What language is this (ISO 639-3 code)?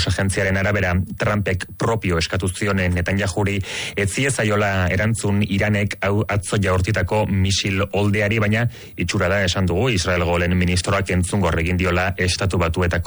eus